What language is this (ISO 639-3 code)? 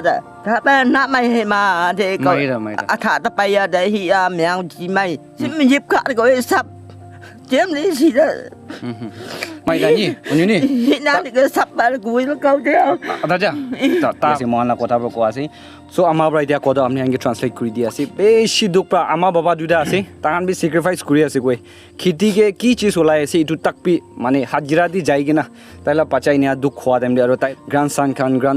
nag